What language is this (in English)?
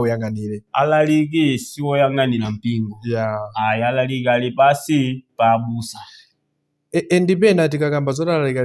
Nyanja